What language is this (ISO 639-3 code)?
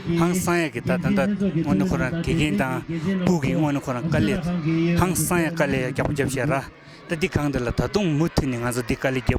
bod